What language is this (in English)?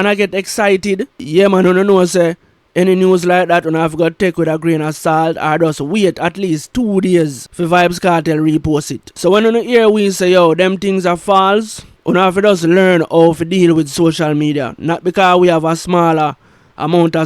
Jamaican Creole English